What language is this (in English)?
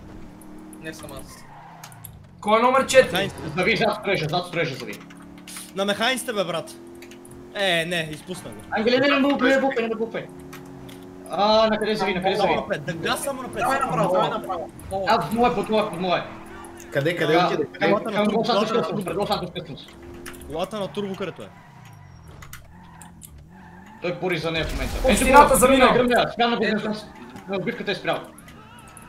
Bulgarian